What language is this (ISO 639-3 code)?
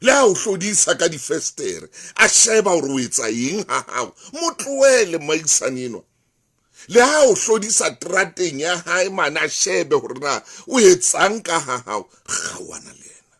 sot